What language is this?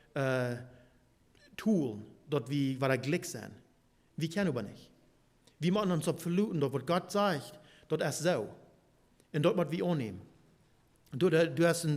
Plautdietsch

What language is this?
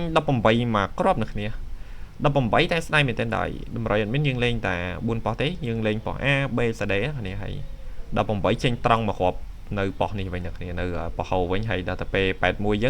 Khmer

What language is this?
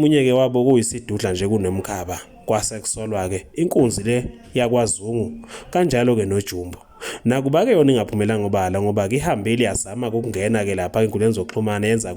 Zulu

